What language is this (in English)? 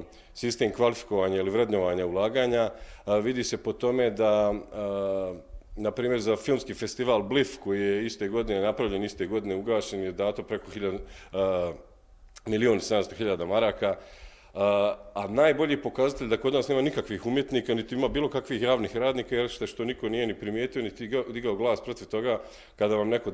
Bosnian